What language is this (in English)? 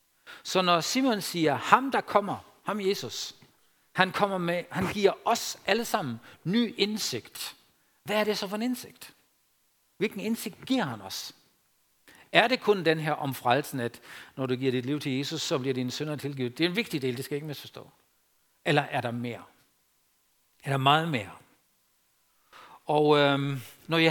Danish